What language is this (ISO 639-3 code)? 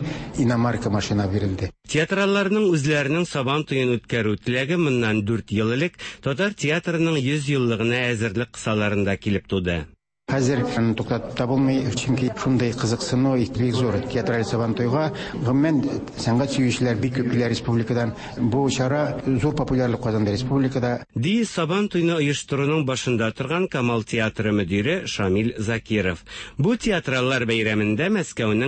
tat